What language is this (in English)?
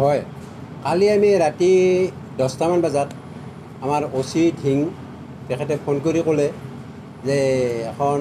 Assamese